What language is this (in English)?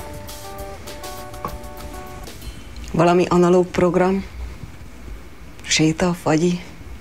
Hungarian